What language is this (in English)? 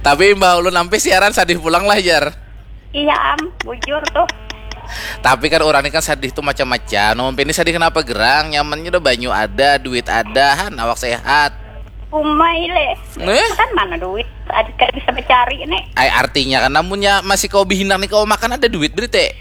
Banjar